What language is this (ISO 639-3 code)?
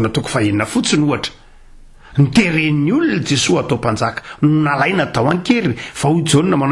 mlg